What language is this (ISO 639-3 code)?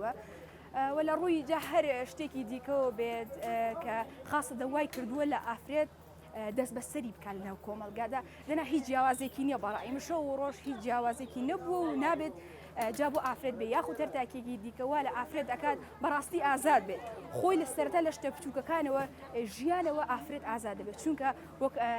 ckb